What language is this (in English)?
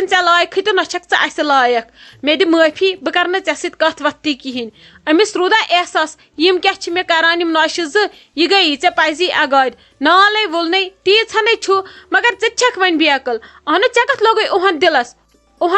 Kashmiri